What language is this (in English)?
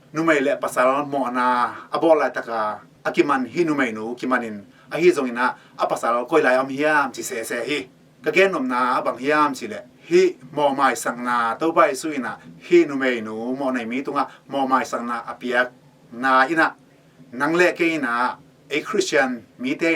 Tedim Chin